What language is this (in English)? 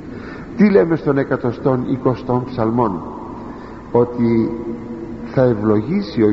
Greek